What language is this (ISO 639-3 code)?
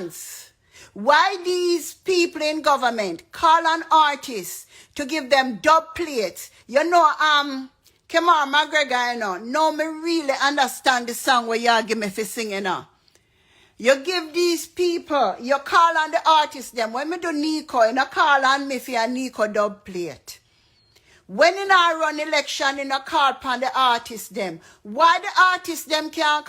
jam